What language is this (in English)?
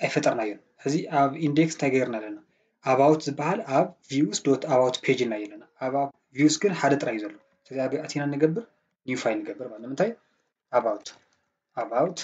Tigrinya